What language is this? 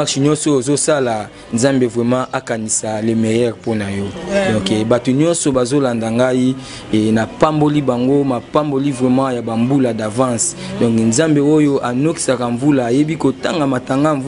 Lingala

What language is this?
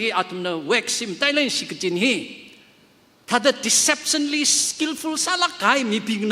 Tangkhul Naga (India)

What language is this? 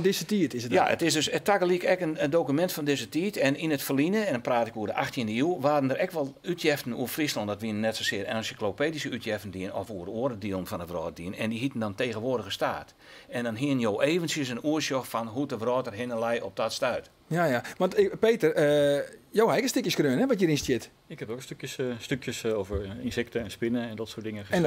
Western Frisian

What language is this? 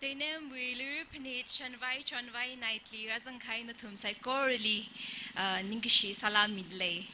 Tangkhul Naga (India)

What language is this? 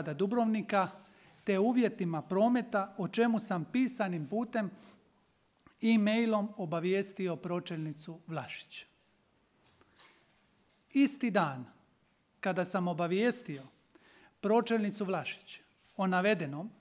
Croatian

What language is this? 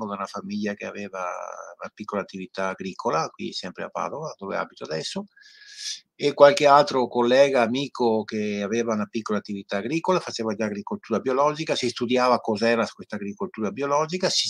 Italian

